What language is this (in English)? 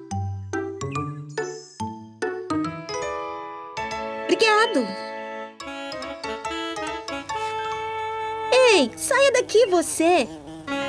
Portuguese